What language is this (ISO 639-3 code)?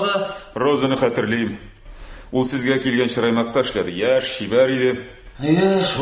tat